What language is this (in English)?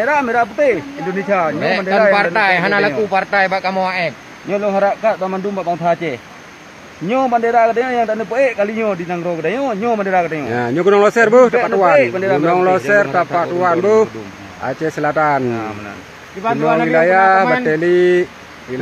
Achinese